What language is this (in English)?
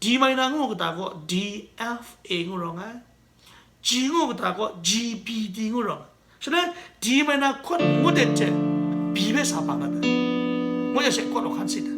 Kachin